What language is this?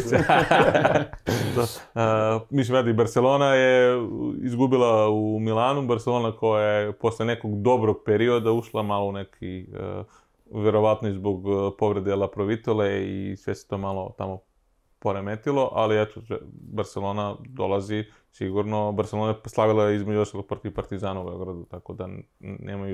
Serbian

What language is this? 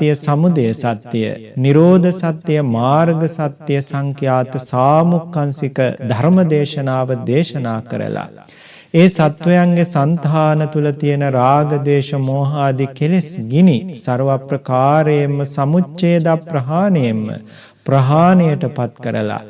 Sinhala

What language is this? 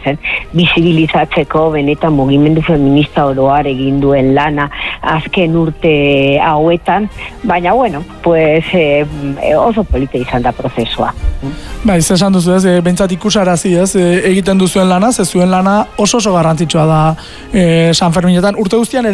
Basque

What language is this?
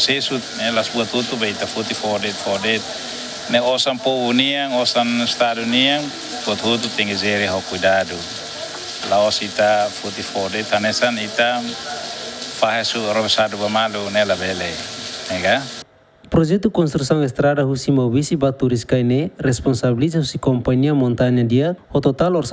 Tetum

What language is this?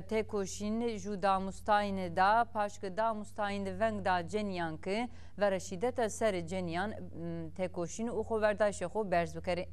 Zaza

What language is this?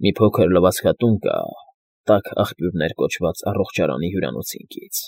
Armenian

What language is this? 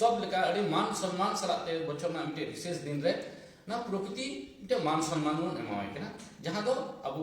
Santali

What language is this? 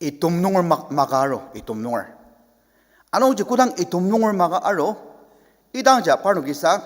Ao Naga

